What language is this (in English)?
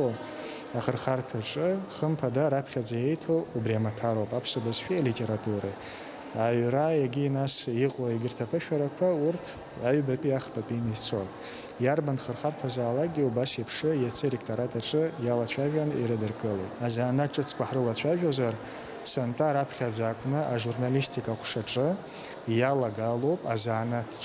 Abkhazian